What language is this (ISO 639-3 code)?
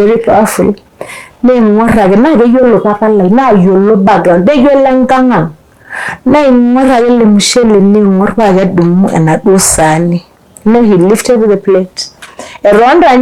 mas